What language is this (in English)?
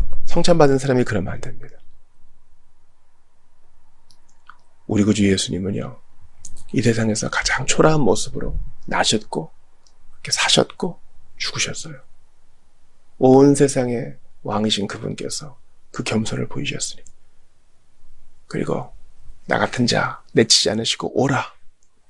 Korean